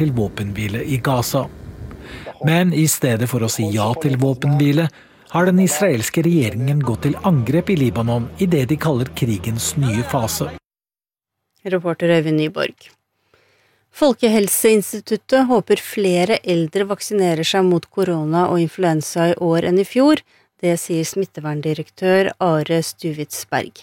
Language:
Norwegian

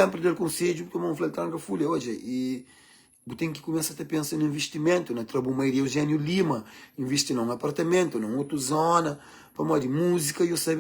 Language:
Kabuverdianu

